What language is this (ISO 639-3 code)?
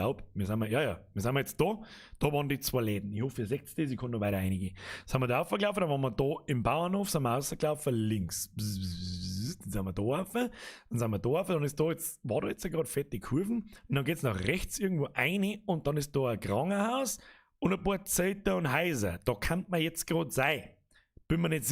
bar